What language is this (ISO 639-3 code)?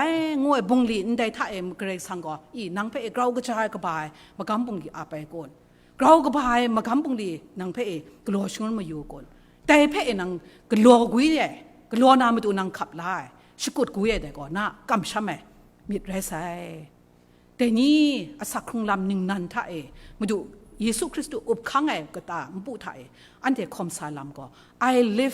kac